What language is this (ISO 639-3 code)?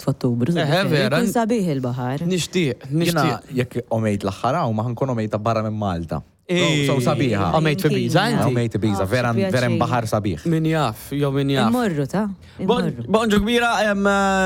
mlt